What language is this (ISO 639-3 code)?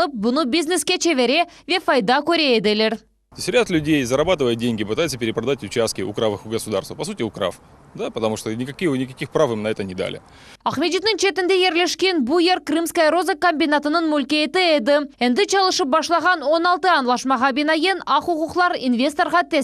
crh